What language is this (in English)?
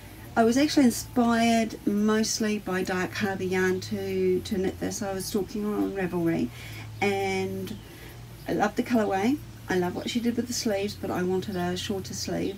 English